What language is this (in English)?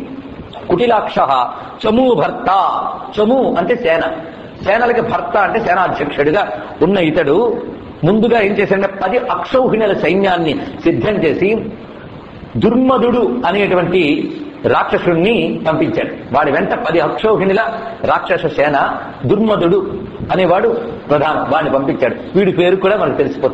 Telugu